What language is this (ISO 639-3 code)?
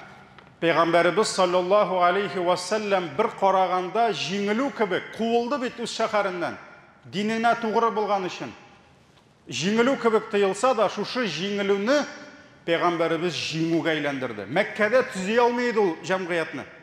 tat